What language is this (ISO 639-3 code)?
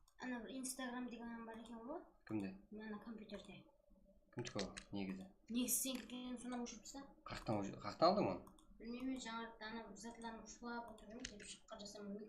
kaa